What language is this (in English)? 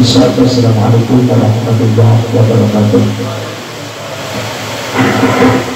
Indonesian